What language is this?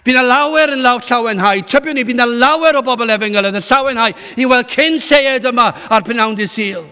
Welsh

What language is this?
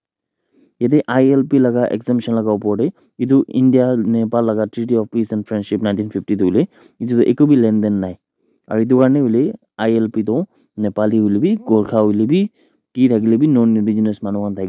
Naga Pidgin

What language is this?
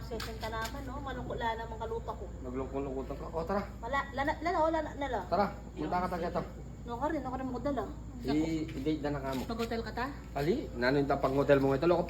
Pampanga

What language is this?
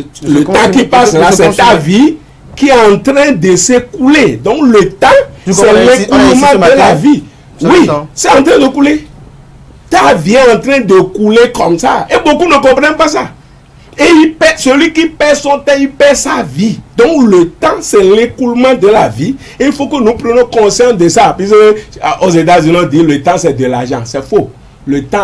French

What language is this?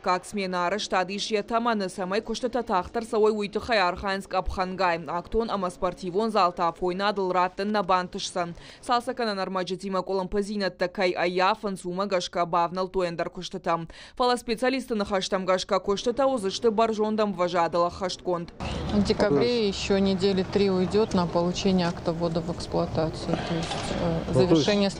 Ossetic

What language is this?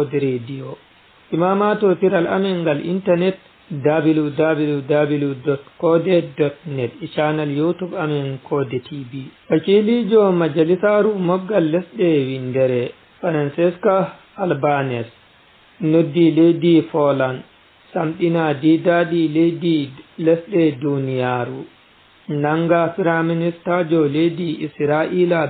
Fula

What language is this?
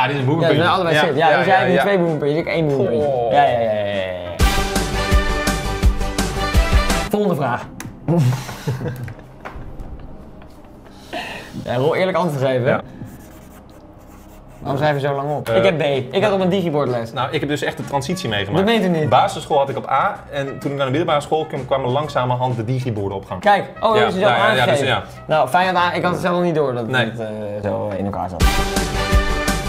Dutch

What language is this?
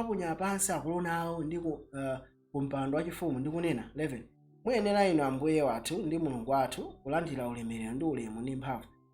Nyanja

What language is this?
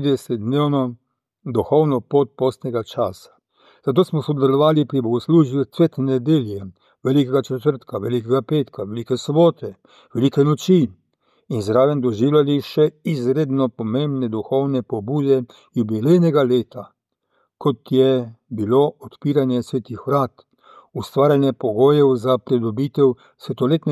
Slovenian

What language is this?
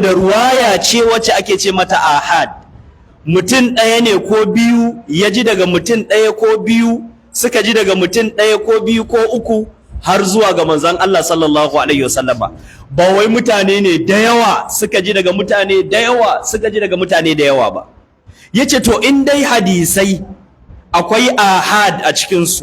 Hausa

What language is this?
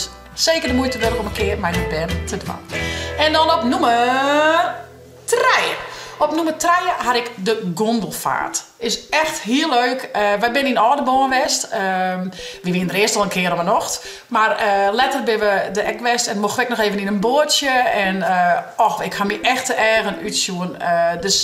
Western Frisian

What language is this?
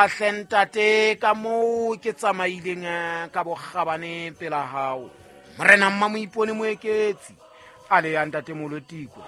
Southern Sotho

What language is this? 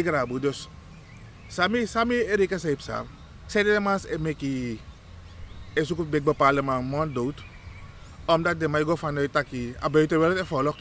Sranan Tongo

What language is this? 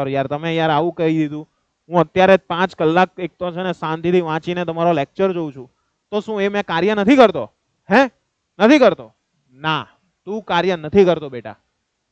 Gujarati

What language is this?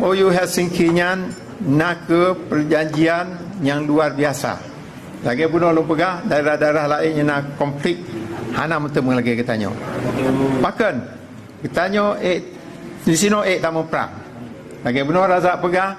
Achinese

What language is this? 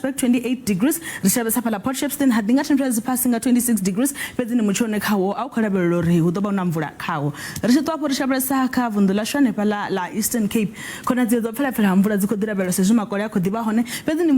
Venda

